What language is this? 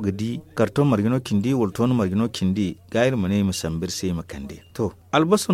Zarma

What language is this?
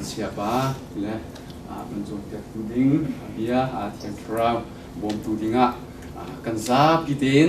Hakha Chin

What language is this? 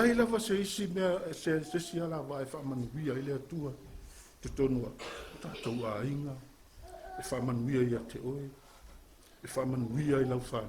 Samoan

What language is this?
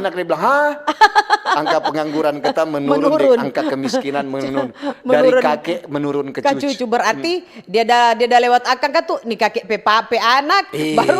Manado Malay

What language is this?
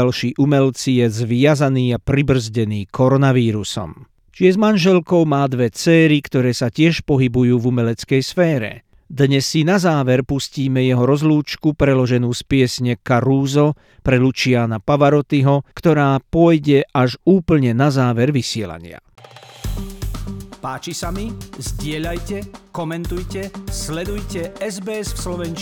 Slovak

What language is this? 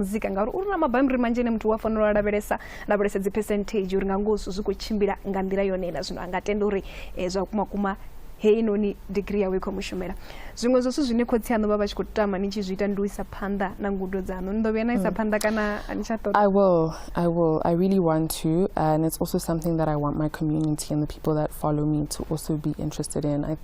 Venda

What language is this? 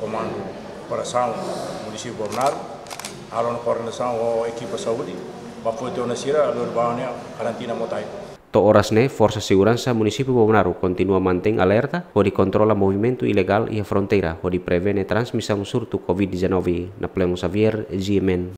Tetum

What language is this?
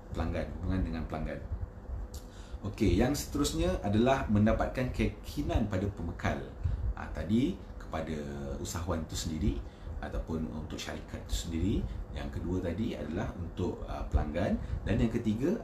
Malay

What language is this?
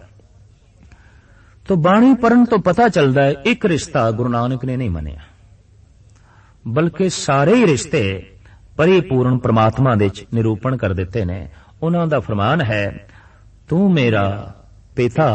Punjabi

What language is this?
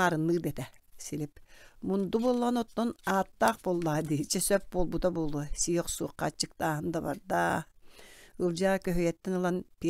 Yakut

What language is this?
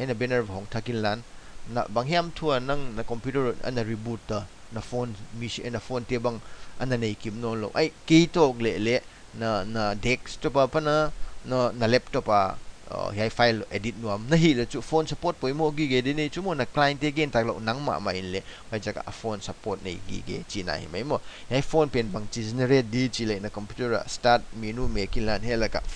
Paite Chin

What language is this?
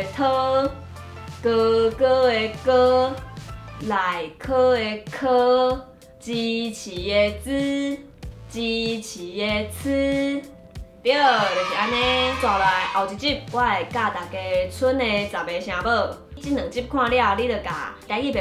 Min Nan Chinese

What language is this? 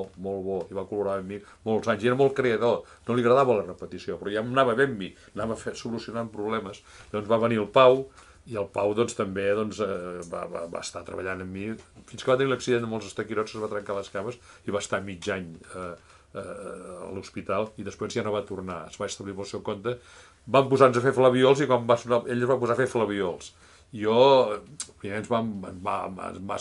Catalan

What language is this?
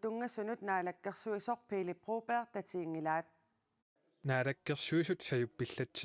Kalaallisut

